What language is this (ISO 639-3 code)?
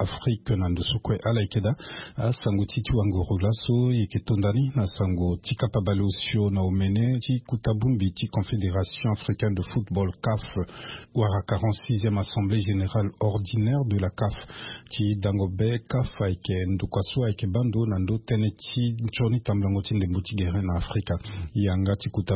sag